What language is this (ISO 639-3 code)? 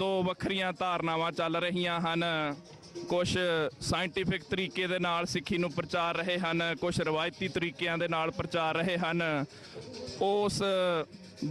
pan